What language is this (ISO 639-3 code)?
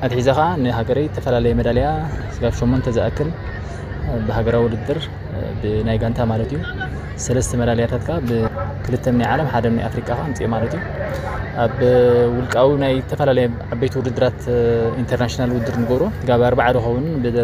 tir